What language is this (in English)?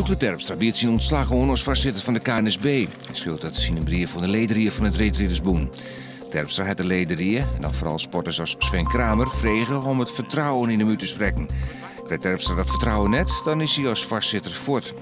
Western Frisian